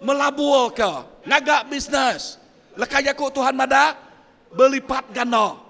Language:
Iban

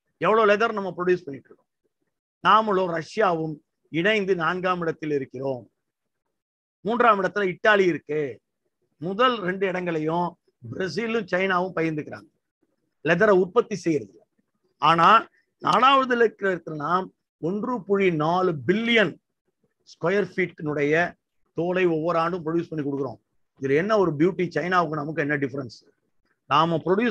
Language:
Tamil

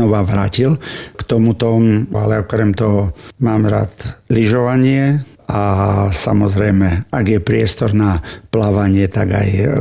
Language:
Slovak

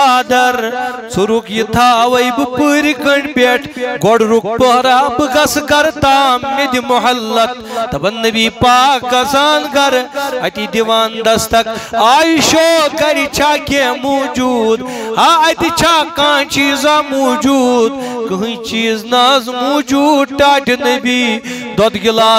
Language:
Kashmiri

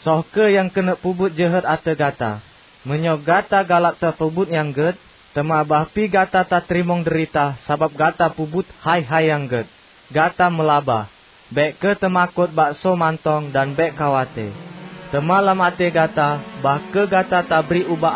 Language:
Achinese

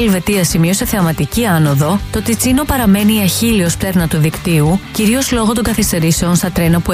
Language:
Greek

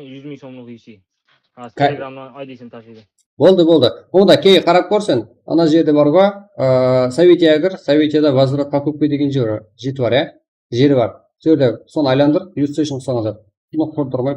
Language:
Kara-Kalpak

